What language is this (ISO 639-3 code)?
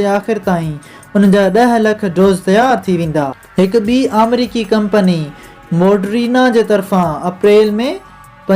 snd